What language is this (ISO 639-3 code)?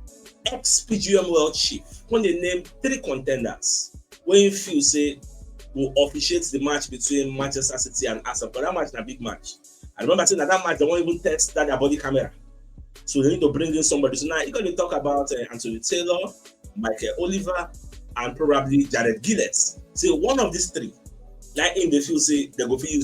pcm